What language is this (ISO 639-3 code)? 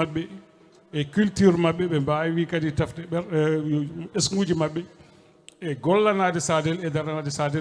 ful